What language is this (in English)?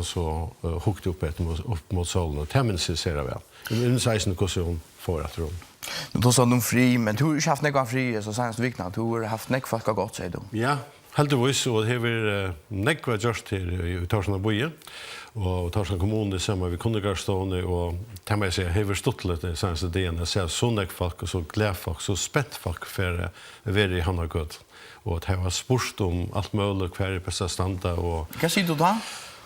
Faroese